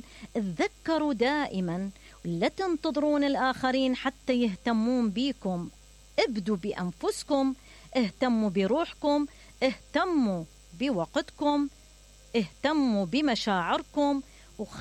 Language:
Mesopotamian Arabic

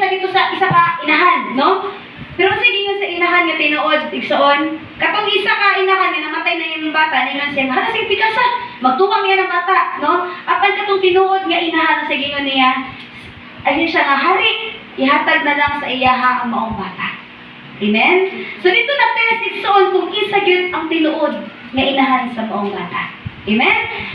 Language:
Cebuano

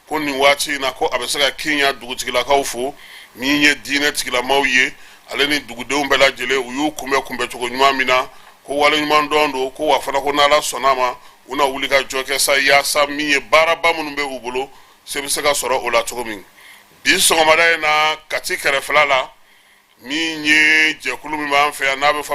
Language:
Bambara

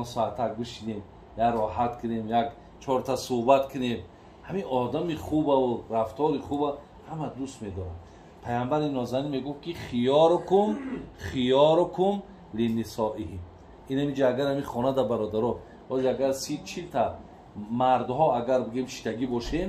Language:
Tajik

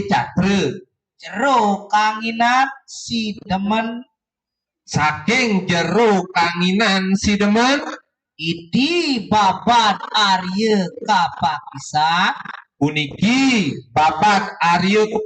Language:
Balinese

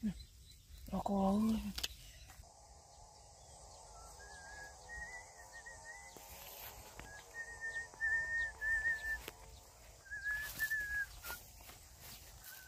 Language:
Vietnamese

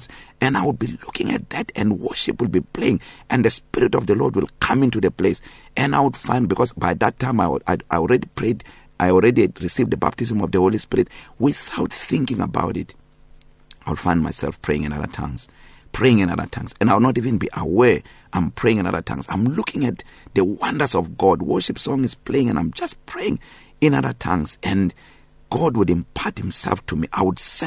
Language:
English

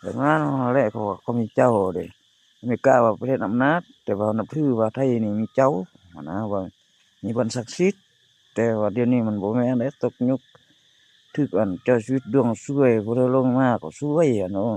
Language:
Lao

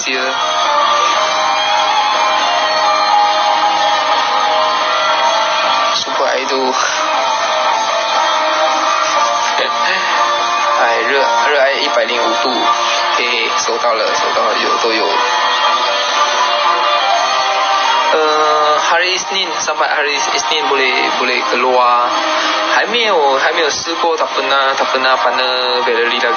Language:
Malay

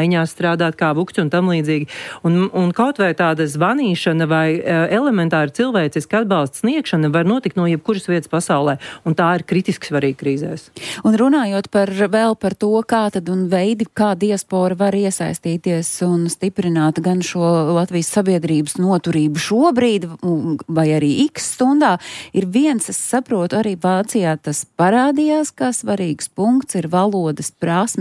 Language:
Latvian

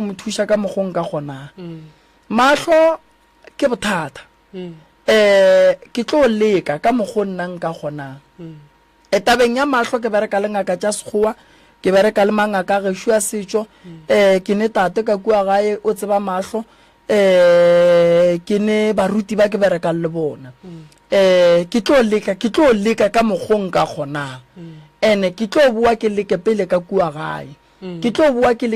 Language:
Northern Sotho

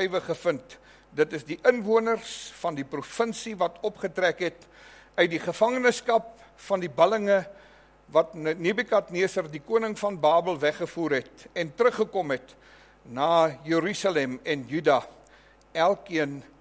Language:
Afrikaans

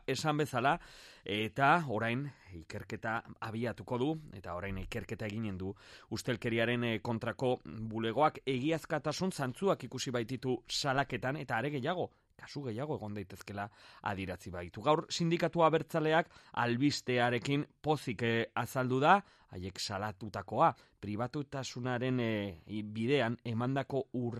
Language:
Basque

